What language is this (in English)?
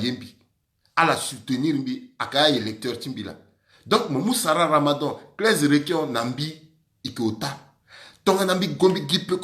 Sango